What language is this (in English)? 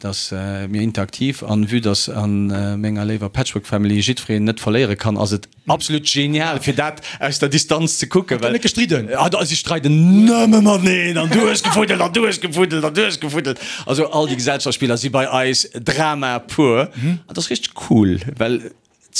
Luxembourgish